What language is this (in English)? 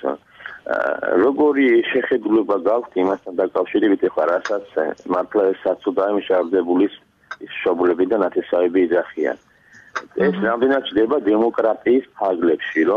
Georgian